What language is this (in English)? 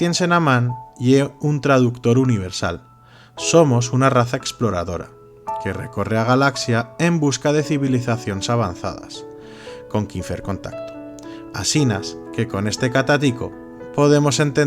Aragonese